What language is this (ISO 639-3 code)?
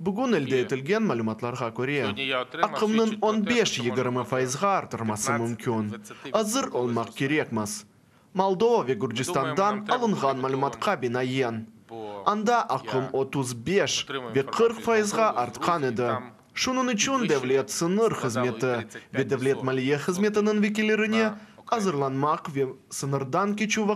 crh